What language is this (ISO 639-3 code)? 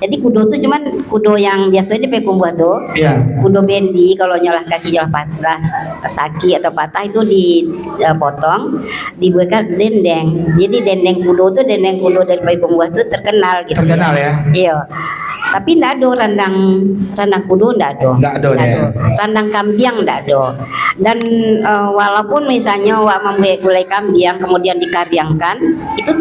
min